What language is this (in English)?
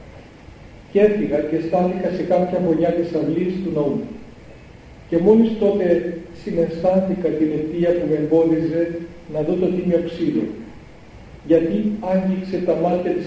Greek